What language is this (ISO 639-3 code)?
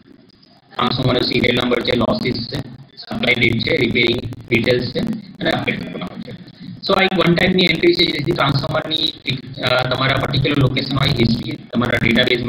guj